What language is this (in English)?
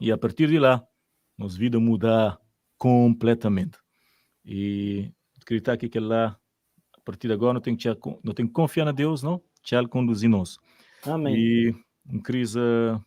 Kabuverdianu